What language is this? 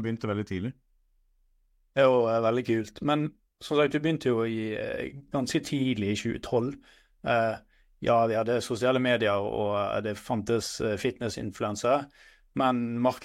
Norwegian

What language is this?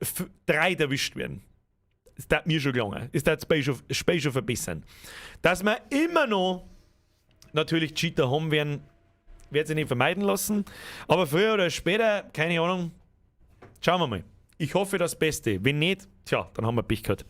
Bavarian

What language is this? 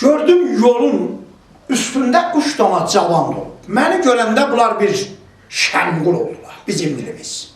South Azerbaijani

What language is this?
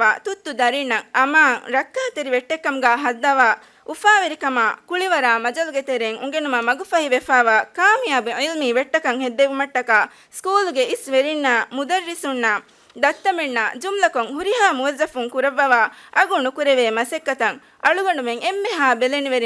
Divehi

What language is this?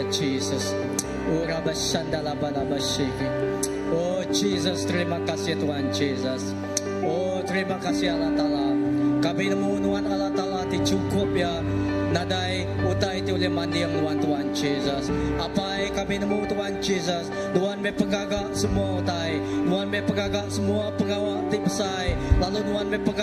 Iban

